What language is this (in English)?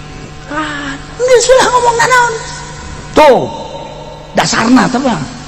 Sundanese